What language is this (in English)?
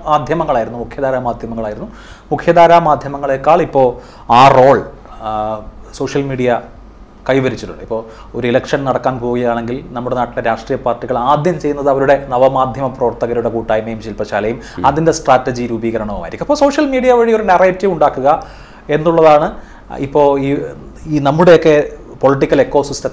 Malayalam